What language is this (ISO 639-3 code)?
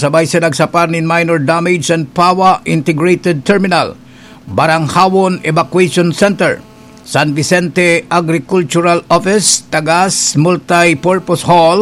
bik